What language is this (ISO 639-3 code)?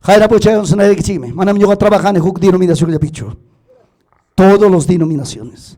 quy